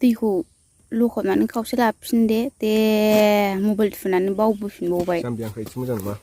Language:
Bodo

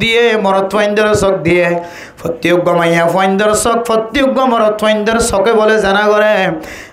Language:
Rohingya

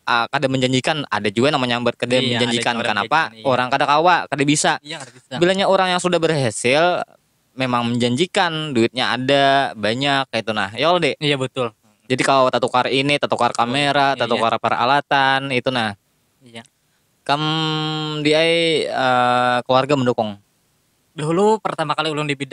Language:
Banjar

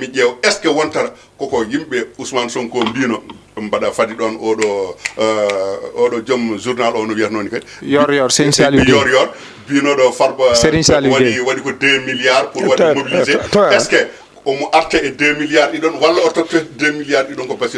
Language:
Fula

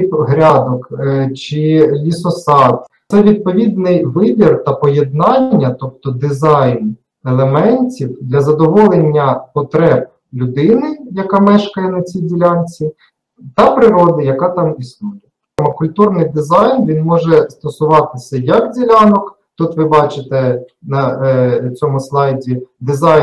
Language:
Ukrainian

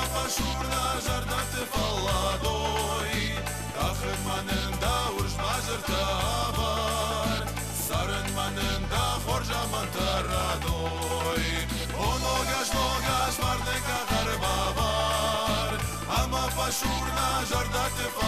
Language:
Ossetic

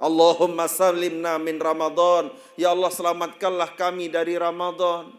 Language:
Sasak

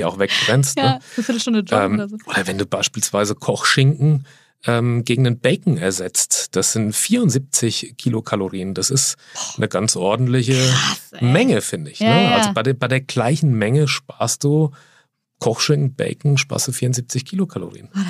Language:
German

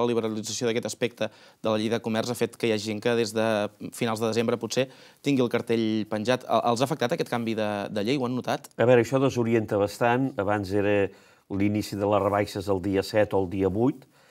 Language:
Catalan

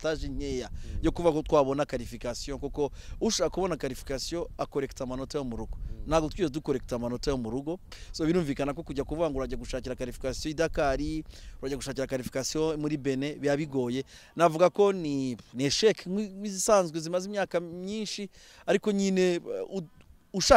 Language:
Kinyarwanda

